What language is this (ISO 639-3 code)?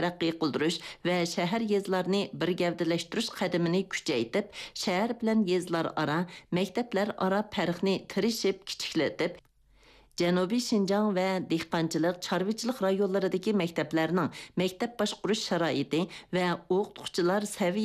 uig